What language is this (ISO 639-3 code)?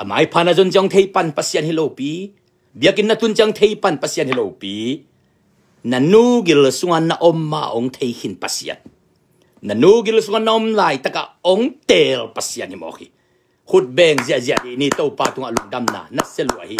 ctd